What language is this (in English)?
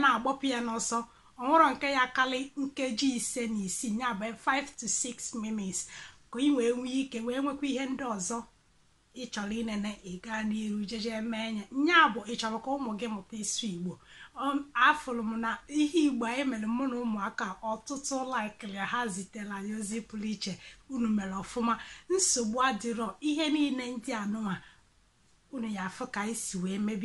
Igbo